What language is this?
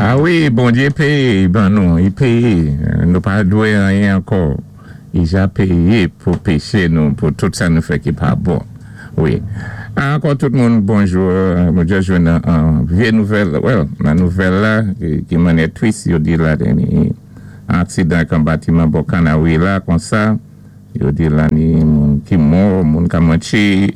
Saint Lucian Creole French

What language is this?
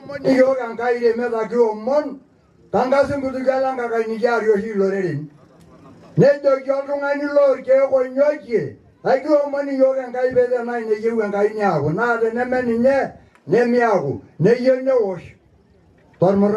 Masai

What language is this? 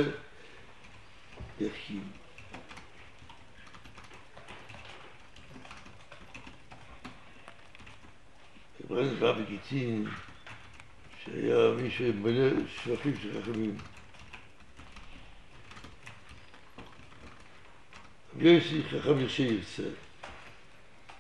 Hebrew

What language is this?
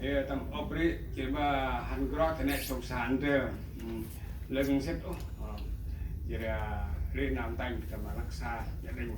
Central Mnong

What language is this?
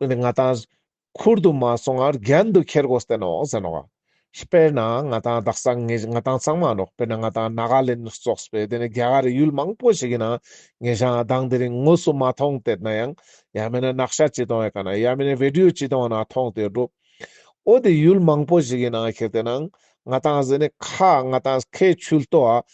Ladakhi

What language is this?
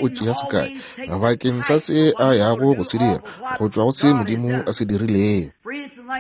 Northern Sotho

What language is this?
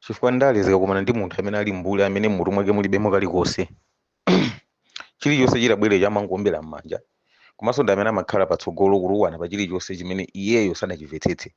Nyanja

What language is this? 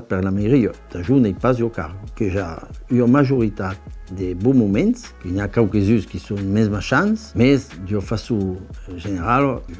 Occitan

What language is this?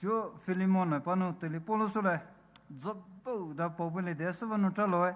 Poumei Naga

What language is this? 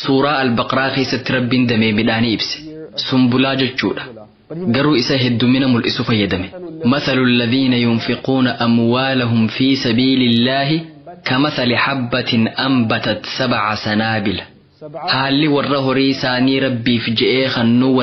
Oromo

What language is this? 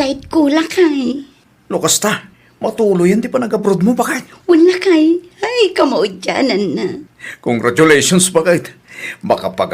Iloko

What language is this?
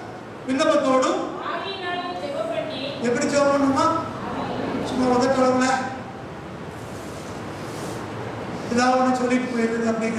Tamil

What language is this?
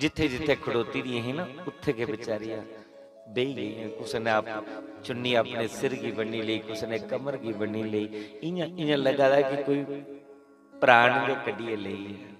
Dogri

